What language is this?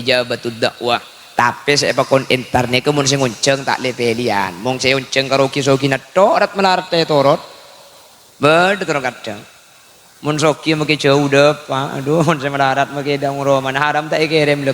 Madurese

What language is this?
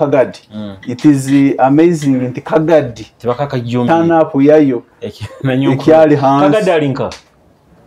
Nyoro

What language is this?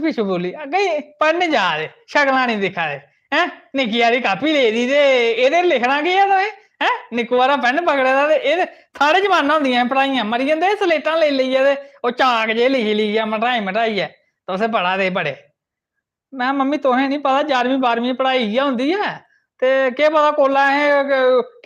Dogri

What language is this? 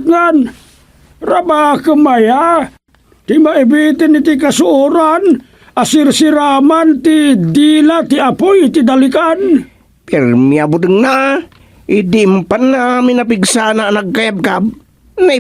Iloko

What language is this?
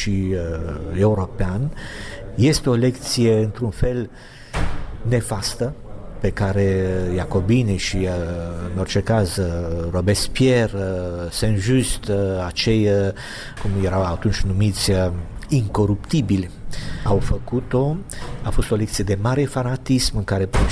Romanian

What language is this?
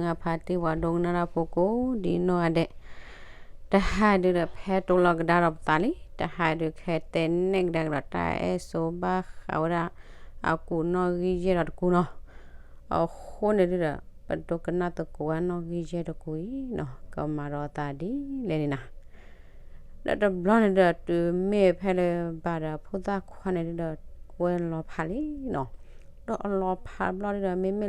S'gaw Karen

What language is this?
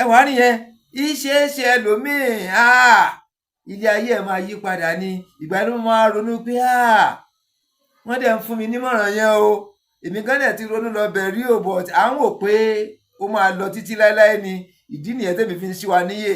Yoruba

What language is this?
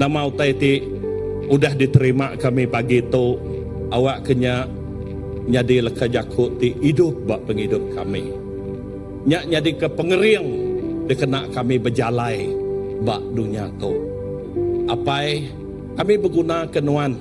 Iban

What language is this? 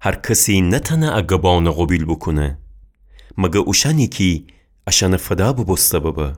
Gilaki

